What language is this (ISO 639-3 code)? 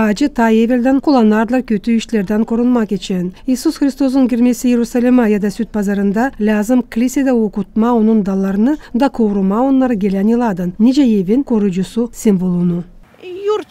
gag